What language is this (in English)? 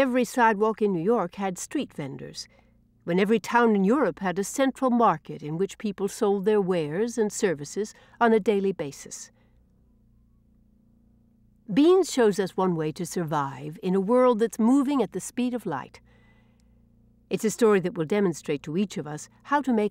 English